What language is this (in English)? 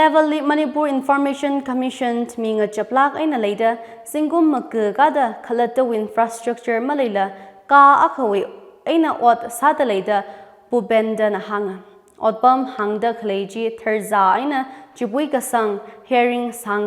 Tangkhul Naga (India)